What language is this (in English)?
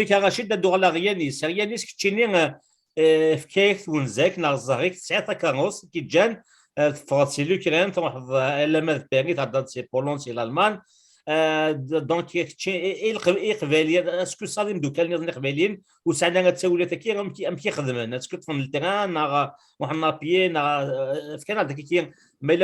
Kabyle